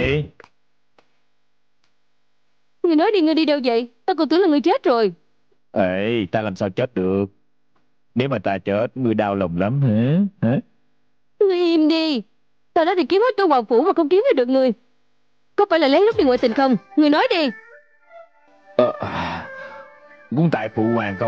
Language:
Vietnamese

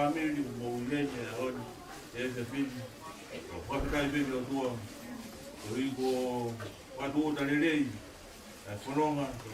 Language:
Tongan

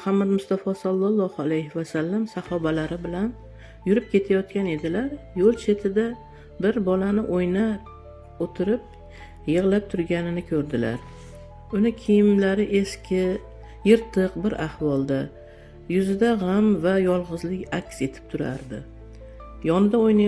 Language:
Uzbek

